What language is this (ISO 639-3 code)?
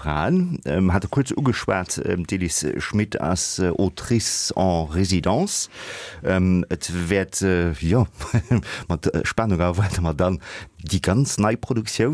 ltz